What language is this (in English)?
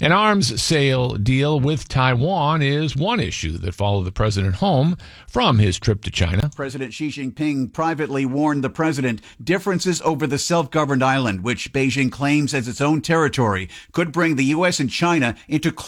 English